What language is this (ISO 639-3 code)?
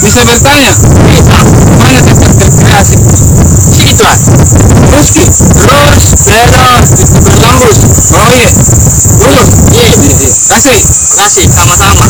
mfp